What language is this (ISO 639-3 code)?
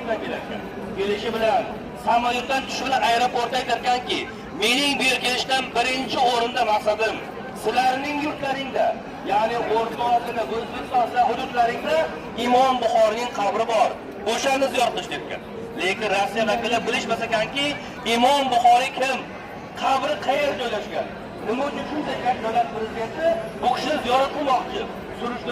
uzb